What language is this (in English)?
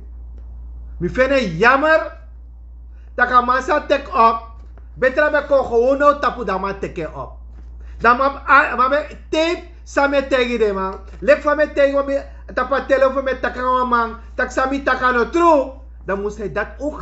Sranan Tongo